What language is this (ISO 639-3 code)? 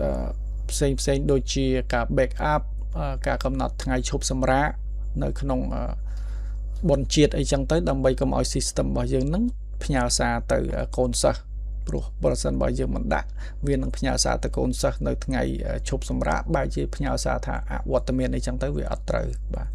khm